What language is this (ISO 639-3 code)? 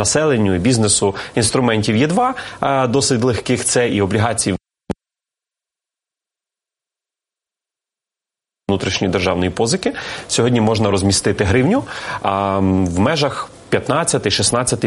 ukr